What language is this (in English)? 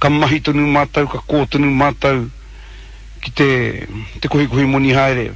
Māori